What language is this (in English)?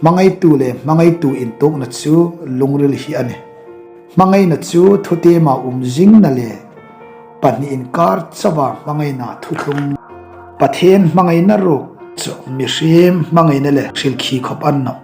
Hmar